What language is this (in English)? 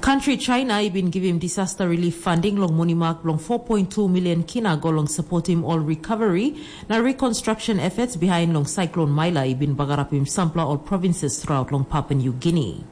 Tok Pisin